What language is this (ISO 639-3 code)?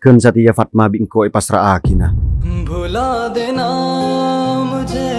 mad